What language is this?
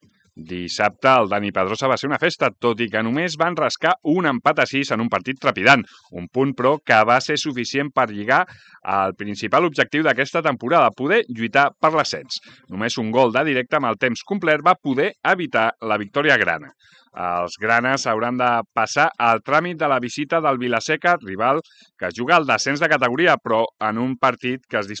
Catalan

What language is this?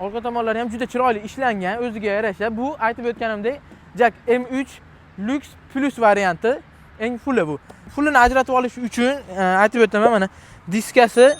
Uzbek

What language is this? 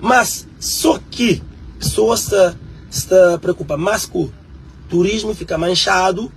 Kabuverdianu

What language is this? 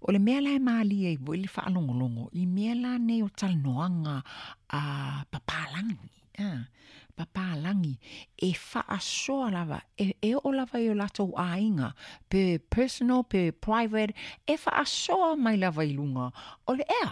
Samoan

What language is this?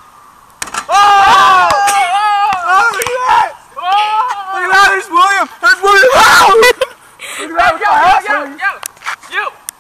English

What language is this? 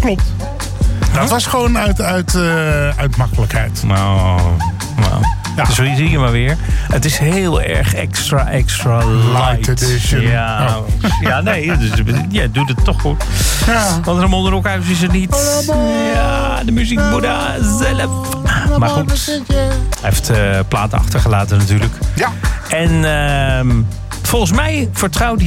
Dutch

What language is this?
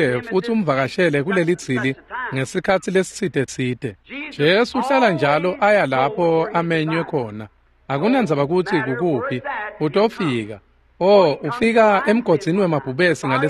Swati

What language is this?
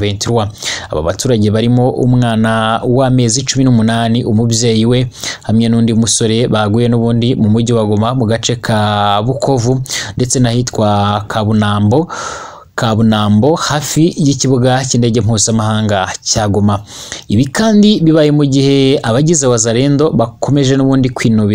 Kinyarwanda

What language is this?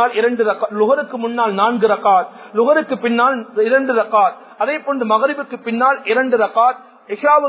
Tamil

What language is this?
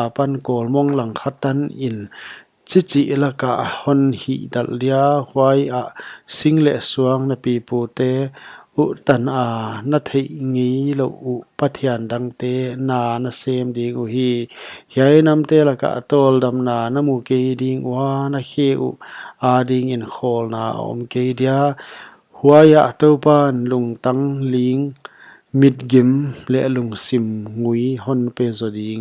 Paite Chin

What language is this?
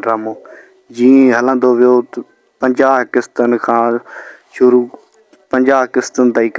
Sindhi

